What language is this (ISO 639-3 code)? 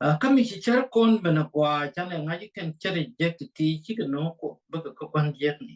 nus